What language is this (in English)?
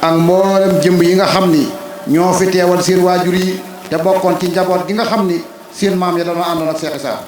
Wolof